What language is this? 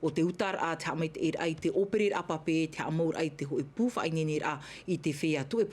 Tahitian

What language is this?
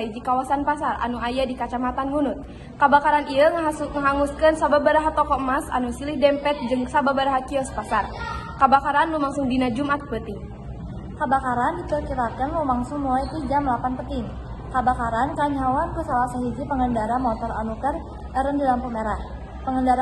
Sundanese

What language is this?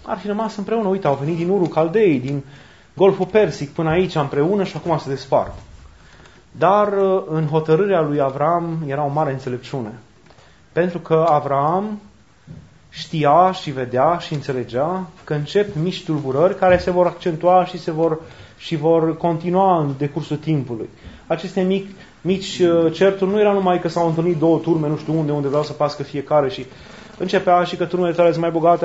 Romanian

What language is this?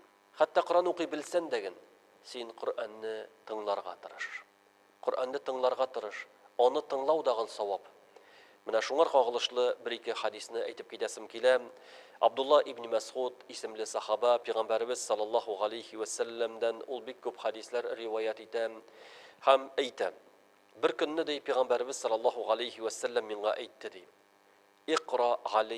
Tatar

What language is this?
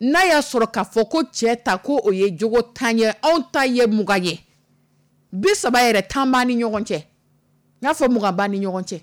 Dyula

